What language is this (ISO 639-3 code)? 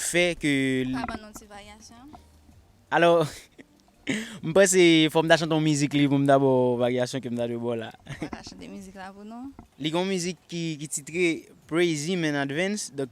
hat